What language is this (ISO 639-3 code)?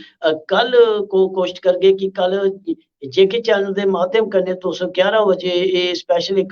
doi